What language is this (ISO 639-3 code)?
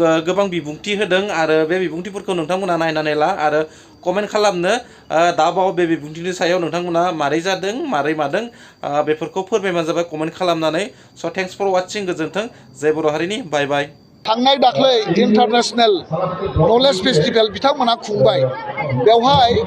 brx